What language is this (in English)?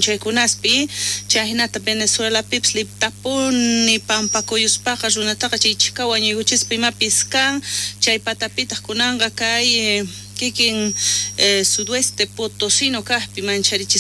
South Bolivian Quechua